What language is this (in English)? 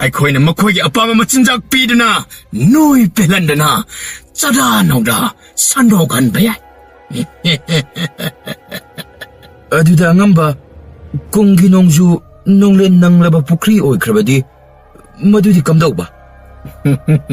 Manipuri